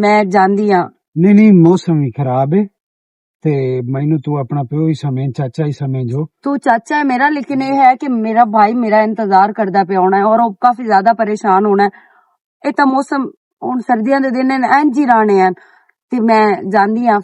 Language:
Western Panjabi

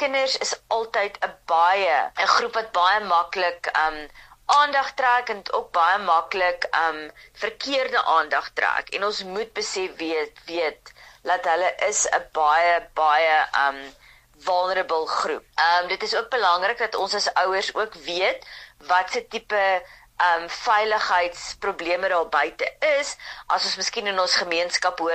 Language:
Afrikaans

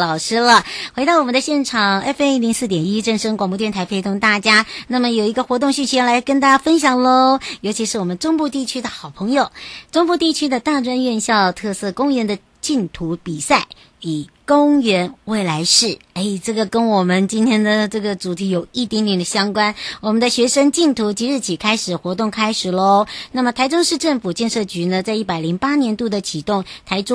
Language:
Chinese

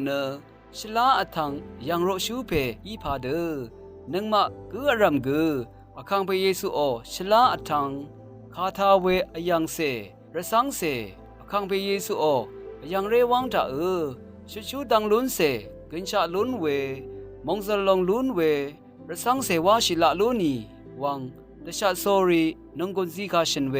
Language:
Rawang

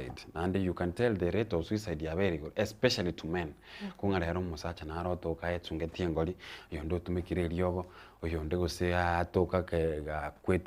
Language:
Gusii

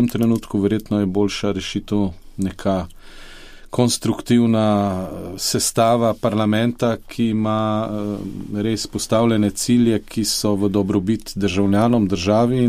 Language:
Slovenian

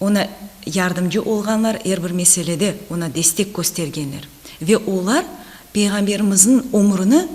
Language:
Crimean Tatar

